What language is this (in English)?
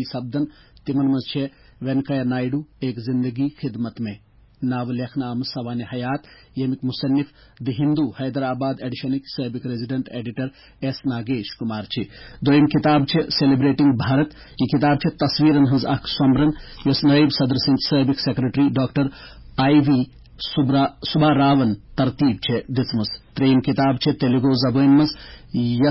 Kashmiri